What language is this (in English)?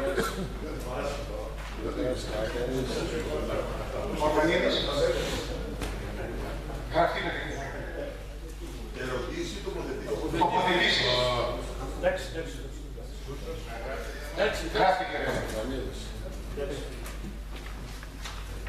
Greek